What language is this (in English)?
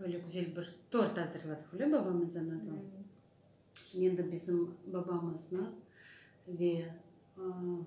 Crimean Tatar